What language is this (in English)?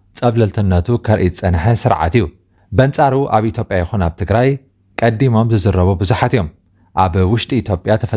Tigrinya